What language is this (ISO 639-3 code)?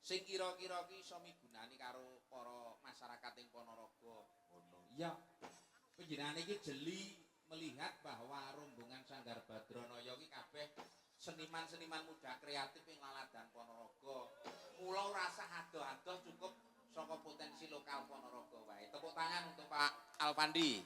jav